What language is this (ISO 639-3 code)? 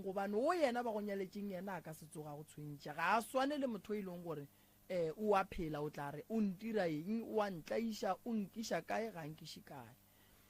nso